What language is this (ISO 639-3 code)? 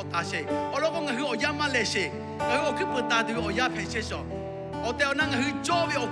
lhu